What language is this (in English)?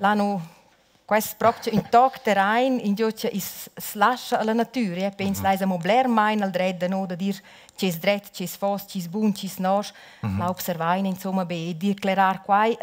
Romansh